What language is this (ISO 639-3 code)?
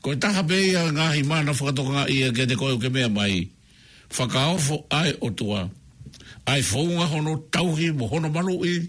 ton